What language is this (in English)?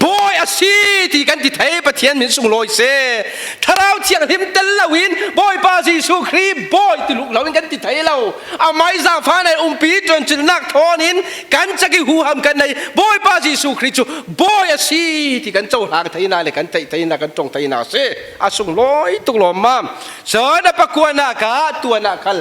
Falam Chin